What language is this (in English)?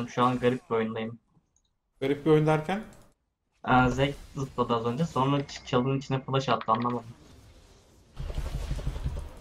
Turkish